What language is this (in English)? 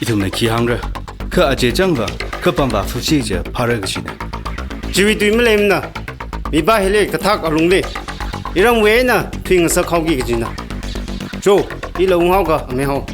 Tangkhul Naga (India)